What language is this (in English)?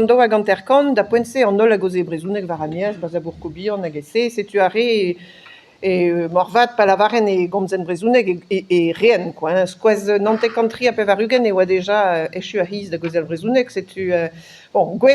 Breton